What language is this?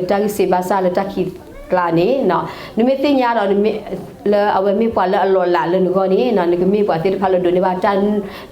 S'gaw Karen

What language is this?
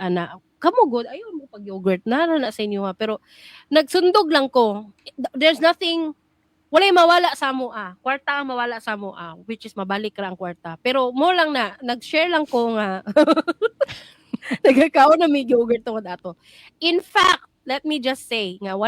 Cebuano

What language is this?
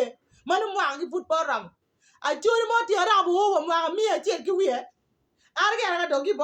Acoli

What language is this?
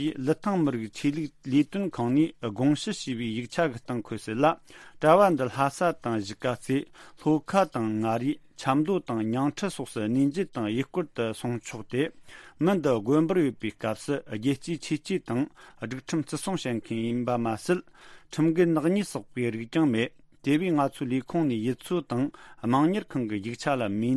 Tibetan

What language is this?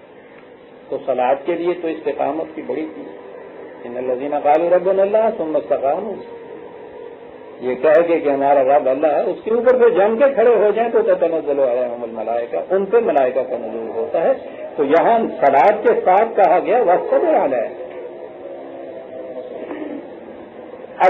Urdu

